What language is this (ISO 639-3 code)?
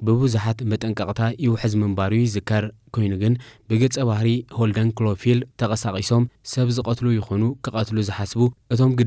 tir